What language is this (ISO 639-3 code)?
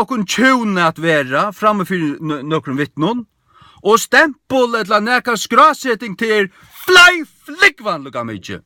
fao